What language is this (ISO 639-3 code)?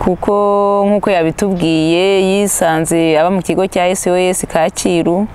kin